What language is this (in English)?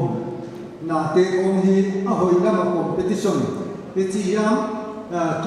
Paite Chin